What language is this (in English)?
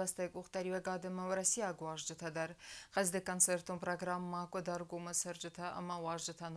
Ossetic